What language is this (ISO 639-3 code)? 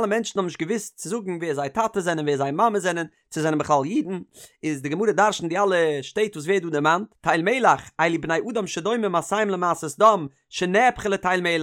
yid